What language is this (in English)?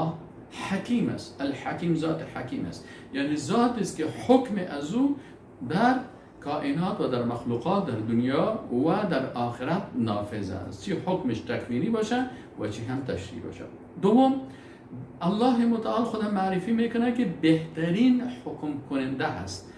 Persian